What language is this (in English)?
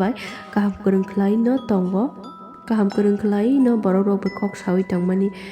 Kok Borok